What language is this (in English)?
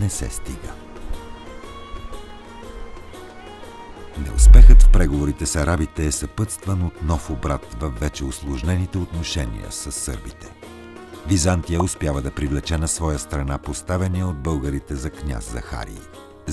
Bulgarian